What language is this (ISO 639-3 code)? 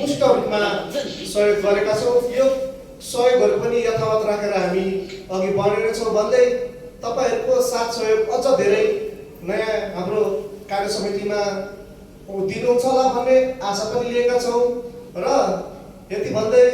nep